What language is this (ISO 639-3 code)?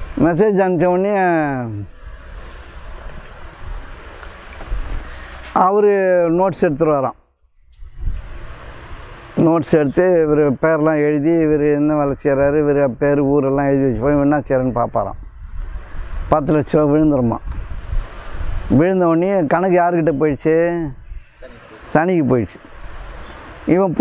tam